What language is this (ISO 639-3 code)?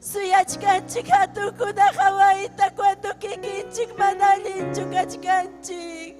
quy